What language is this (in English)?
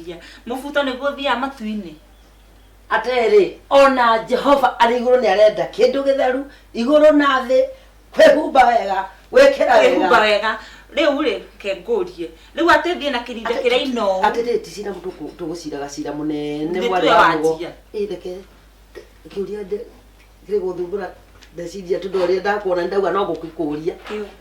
Kikuyu